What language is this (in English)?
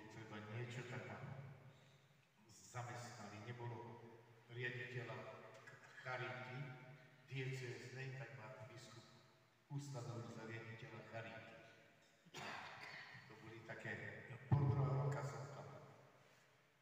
Slovak